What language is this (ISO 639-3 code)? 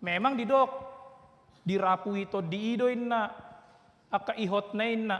bbc